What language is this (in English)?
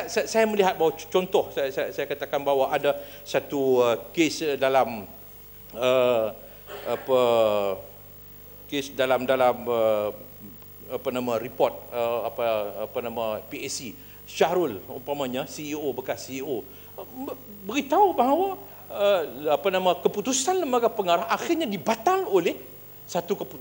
Malay